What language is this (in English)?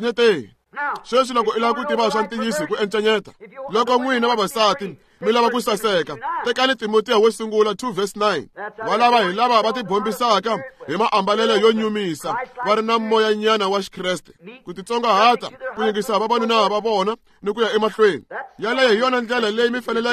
Tsonga